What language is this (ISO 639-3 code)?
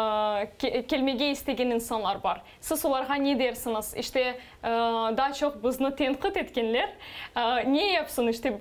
crh